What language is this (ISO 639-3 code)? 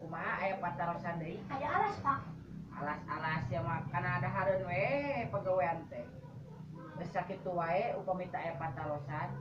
sun